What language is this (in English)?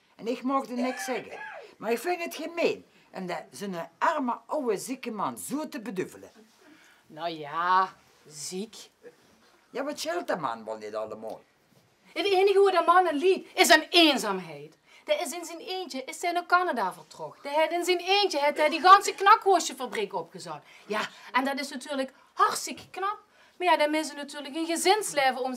Limburgish